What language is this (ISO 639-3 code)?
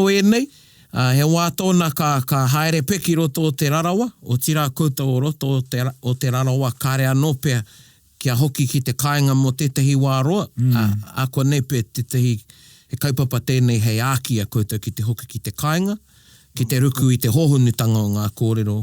mri